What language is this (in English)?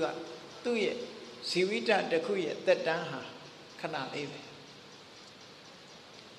Burmese